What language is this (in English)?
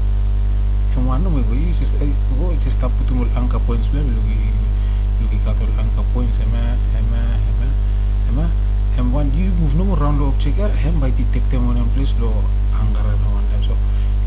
Bislama